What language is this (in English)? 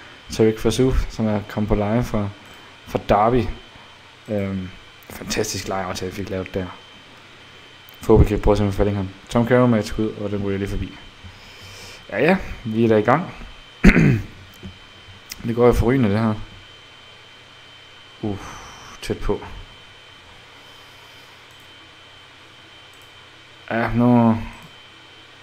Danish